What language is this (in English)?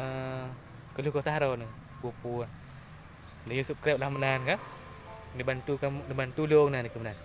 Achinese